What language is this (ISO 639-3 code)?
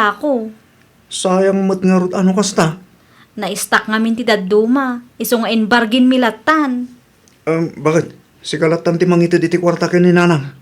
ilo